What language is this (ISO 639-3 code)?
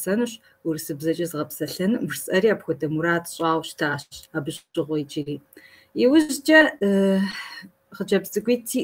kbd